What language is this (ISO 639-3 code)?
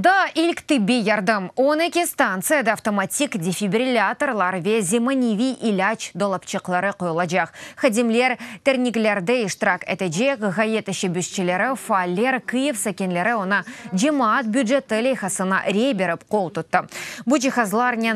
crh